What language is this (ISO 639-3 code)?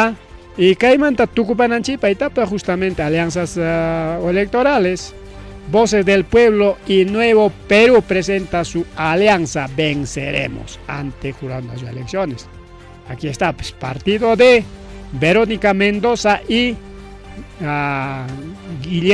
quy